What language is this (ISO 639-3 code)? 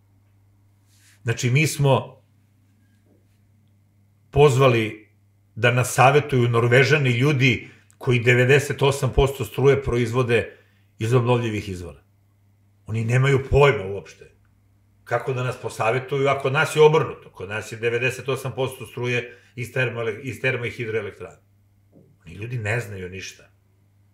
srp